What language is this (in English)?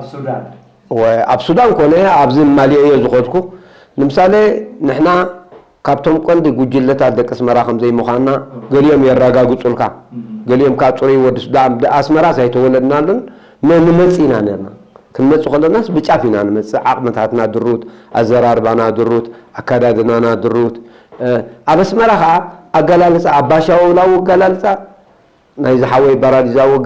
Tigrinya